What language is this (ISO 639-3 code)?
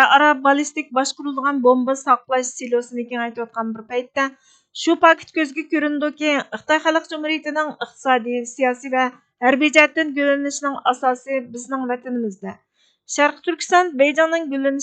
uig